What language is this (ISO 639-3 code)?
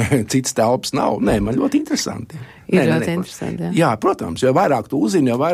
lav